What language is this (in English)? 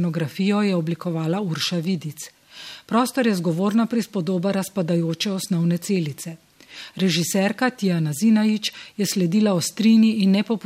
Slovenian